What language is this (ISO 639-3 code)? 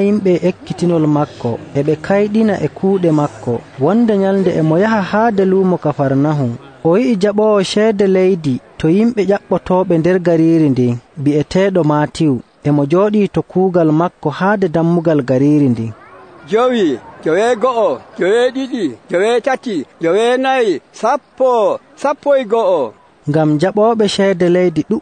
fuv